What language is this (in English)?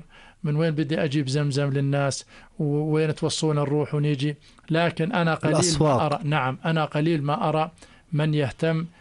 North Levantine Arabic